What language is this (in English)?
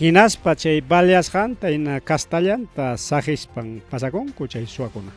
Ayacucho Quechua